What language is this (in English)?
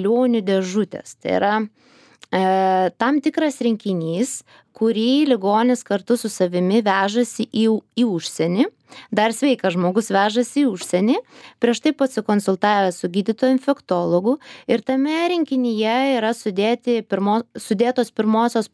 Lithuanian